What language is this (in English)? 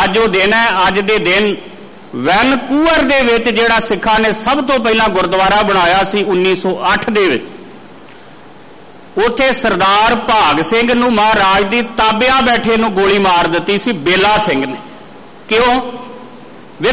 Punjabi